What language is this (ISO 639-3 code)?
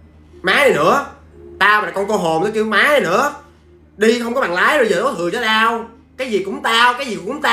vie